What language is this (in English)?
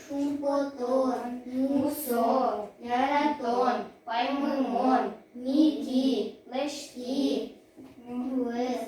Udmurt